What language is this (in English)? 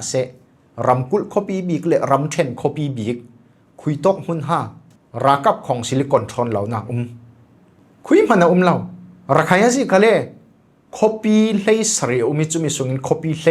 Falam Chin